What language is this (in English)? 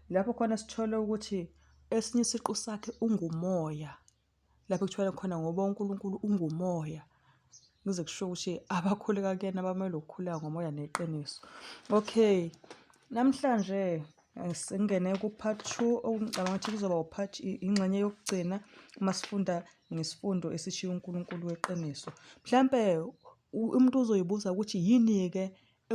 Zulu